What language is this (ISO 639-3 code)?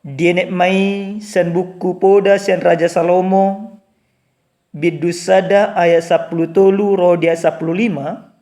bbc